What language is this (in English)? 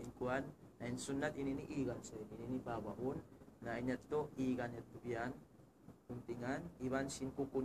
Tausug